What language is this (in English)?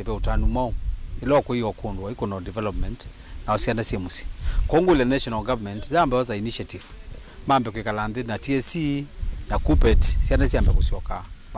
Kamba